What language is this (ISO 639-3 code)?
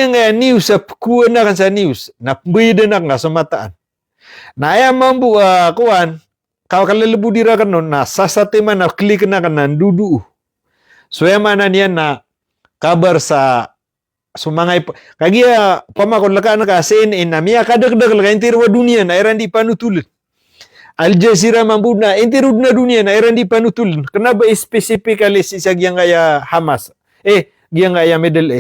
mrw